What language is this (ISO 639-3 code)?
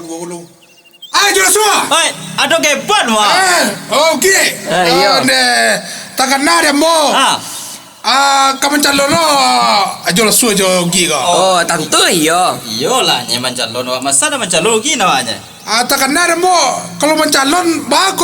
min